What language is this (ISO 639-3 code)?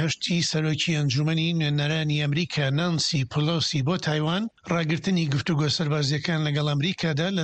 ckb